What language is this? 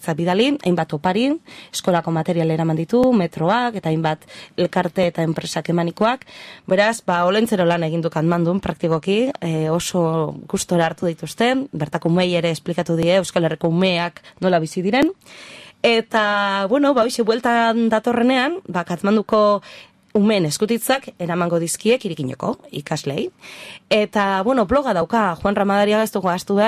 Basque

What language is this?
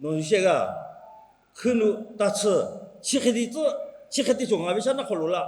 Lahu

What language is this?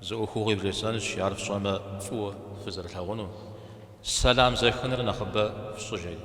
Kabardian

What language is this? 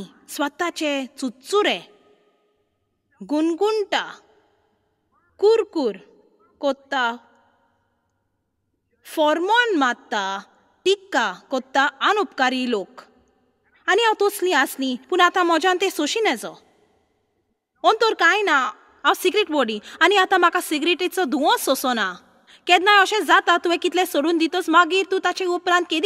Konkani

